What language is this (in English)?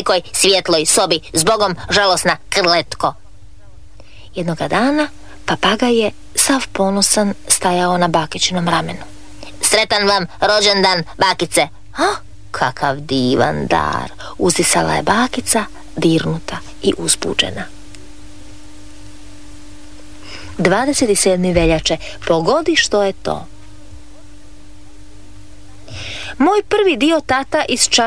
Croatian